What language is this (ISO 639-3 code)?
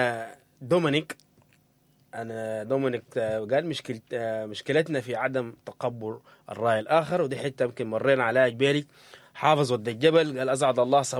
apd